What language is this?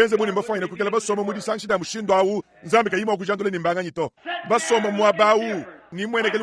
Luba-Lulua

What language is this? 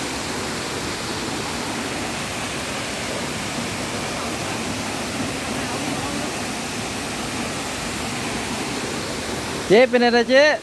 Lao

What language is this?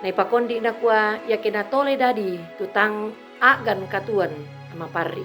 Toraja-Sa'dan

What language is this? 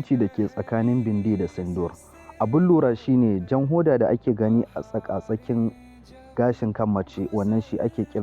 Hausa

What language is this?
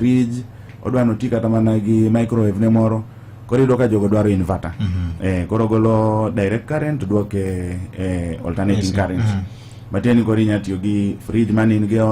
Luo (Kenya and Tanzania)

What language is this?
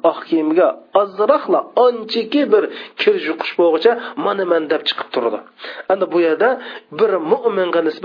Uyghur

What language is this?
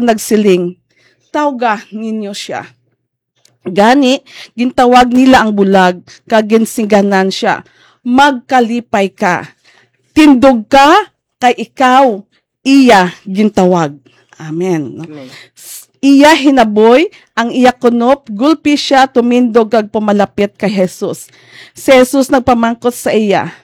Hiligaynon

